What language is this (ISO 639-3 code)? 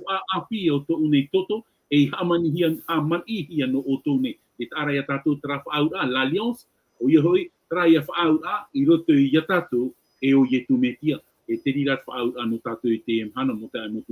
tah